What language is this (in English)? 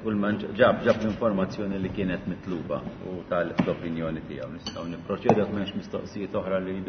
Maltese